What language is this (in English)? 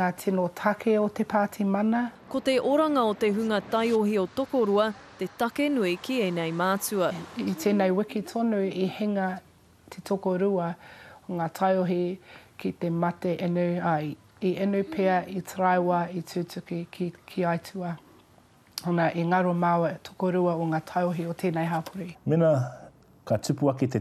Māori